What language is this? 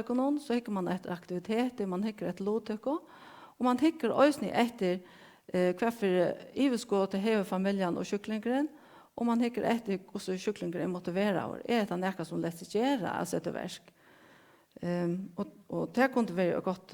Faroese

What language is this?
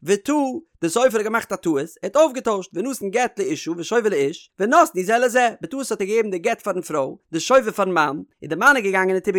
Yiddish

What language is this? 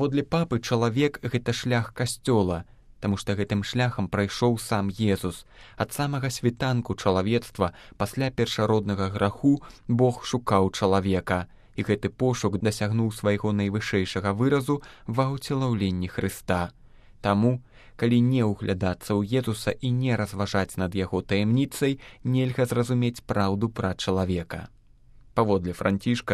Belarusian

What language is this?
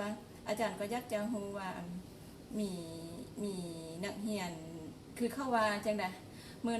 Lao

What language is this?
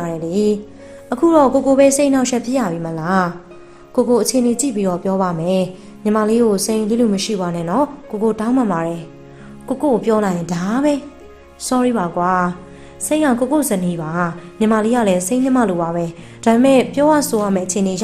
Burmese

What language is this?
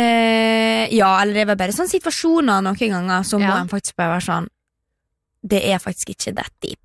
Norwegian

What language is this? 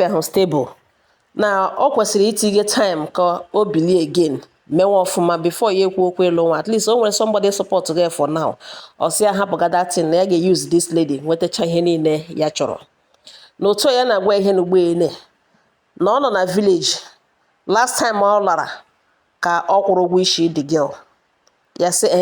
Igbo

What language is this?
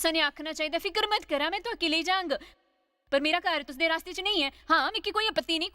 Dogri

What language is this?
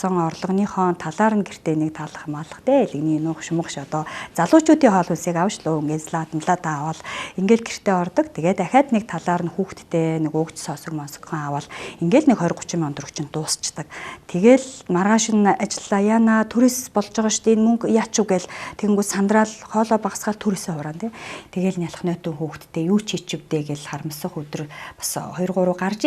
Mongolian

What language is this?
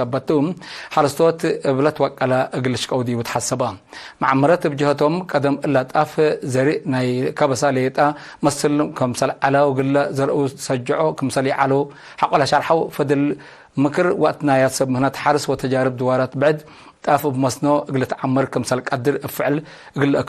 Tigre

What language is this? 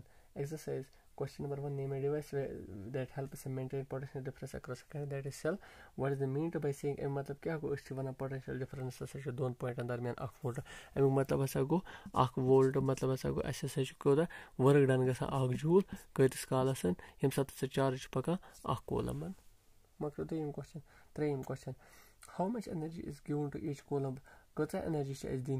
Kashmiri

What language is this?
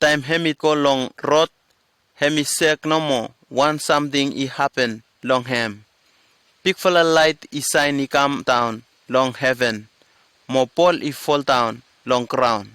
Bislama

